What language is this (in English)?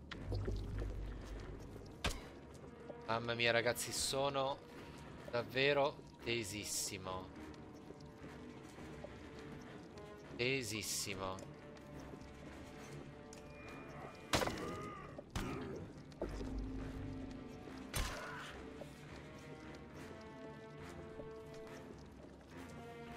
Italian